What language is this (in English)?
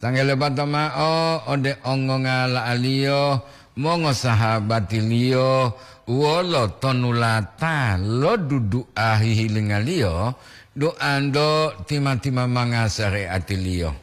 Gorontalo